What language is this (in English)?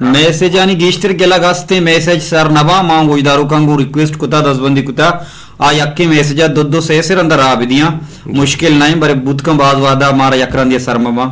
Eastern Balochi